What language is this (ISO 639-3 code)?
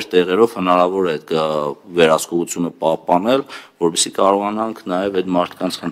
hye